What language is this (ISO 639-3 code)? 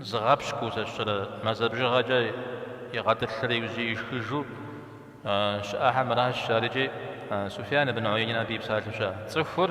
kbd